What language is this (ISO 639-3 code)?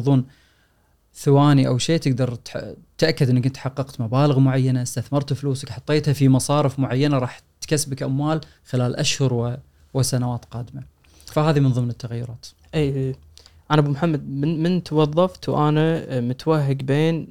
afb